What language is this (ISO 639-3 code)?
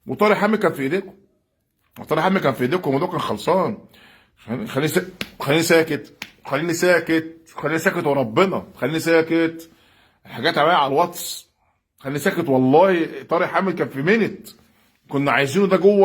arz